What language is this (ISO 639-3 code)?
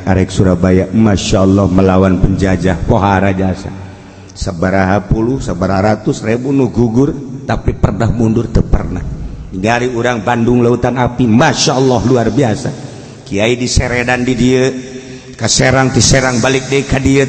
sun